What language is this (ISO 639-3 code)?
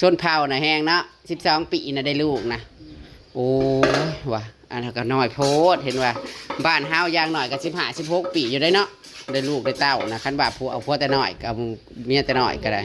tts